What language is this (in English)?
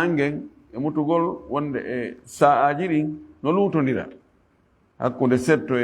Fula